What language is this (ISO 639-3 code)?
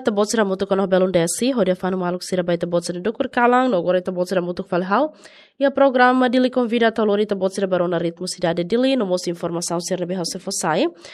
tet